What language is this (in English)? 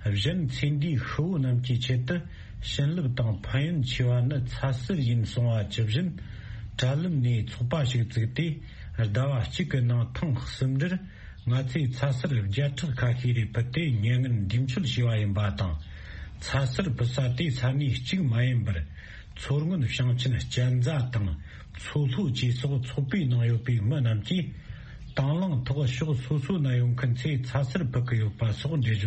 Tibetan